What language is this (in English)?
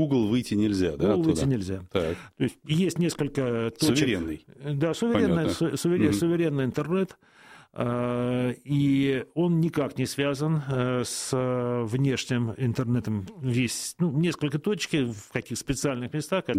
Russian